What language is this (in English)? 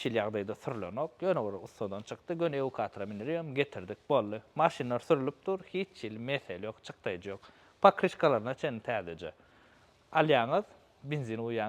Turkmen